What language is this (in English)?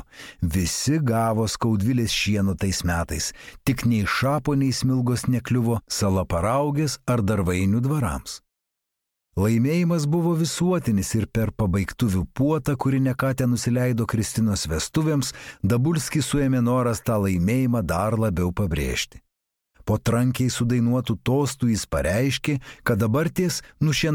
Lithuanian